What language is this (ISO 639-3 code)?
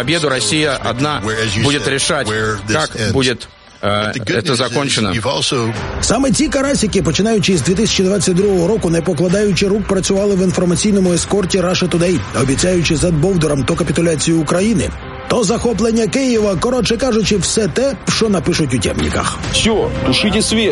ukr